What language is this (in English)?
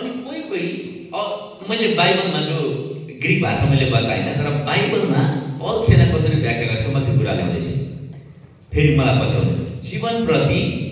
Nepali